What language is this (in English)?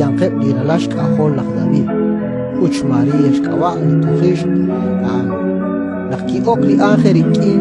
Kekchí